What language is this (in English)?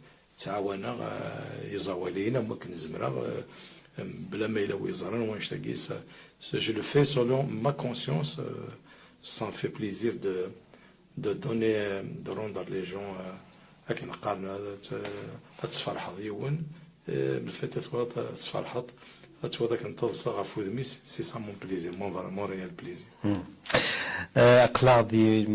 Kabyle